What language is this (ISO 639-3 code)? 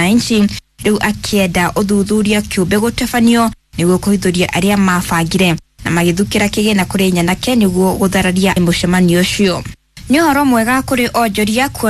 kik